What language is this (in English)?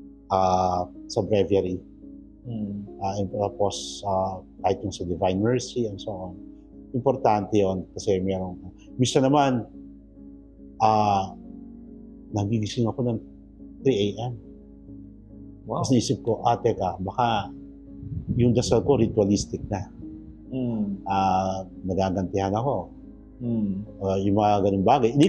Filipino